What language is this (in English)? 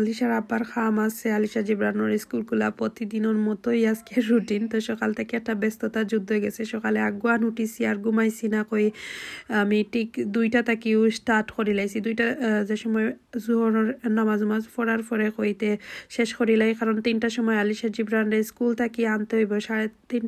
Sylheti